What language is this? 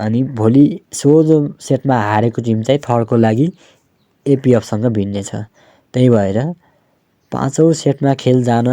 Nepali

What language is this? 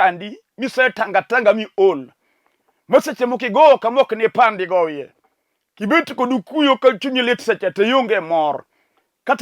Luo (Kenya and Tanzania)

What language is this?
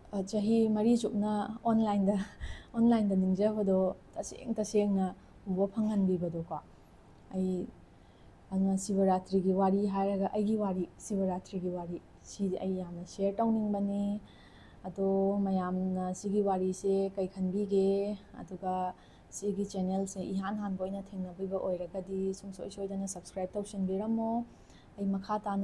Manipuri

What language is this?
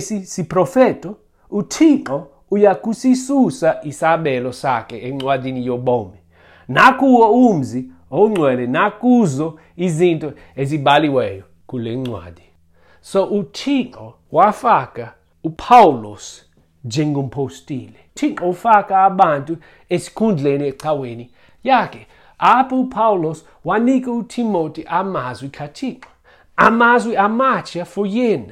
Xhosa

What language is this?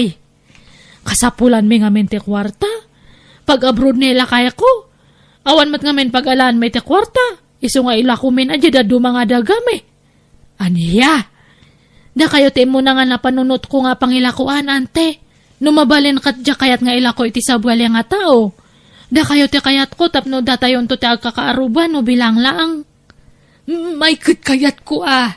Iloko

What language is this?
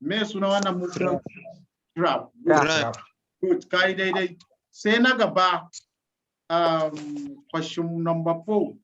Hausa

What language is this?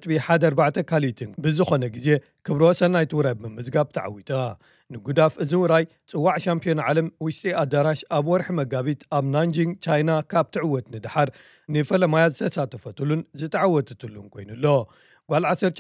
Tigrinya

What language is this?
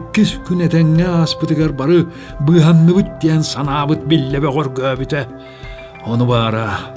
Yakut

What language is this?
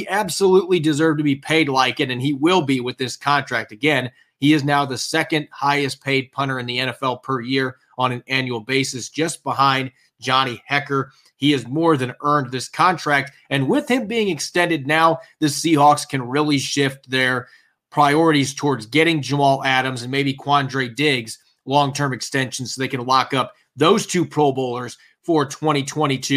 English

